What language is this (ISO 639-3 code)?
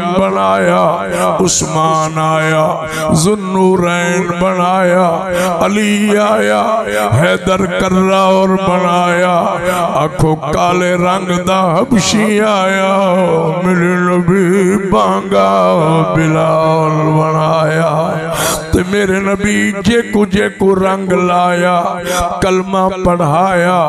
skr